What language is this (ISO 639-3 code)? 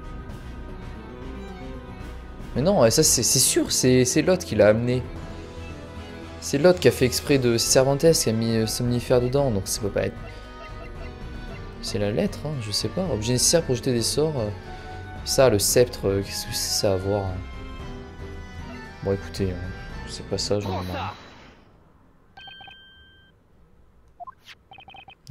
fra